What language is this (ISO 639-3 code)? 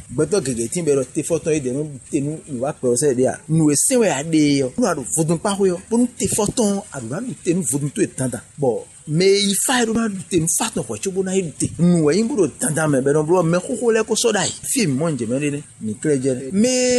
fon